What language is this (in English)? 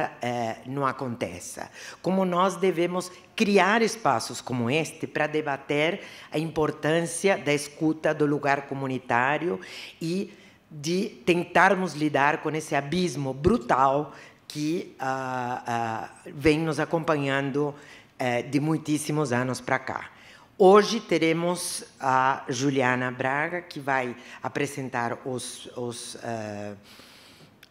Portuguese